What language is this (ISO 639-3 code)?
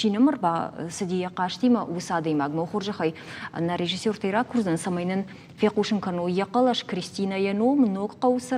oss